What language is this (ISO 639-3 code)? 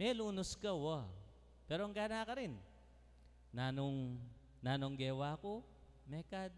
pam